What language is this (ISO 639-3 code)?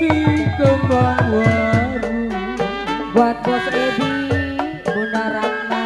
bew